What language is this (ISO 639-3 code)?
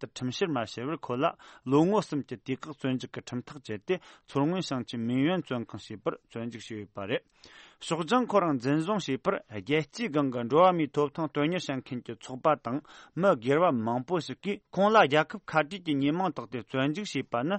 bod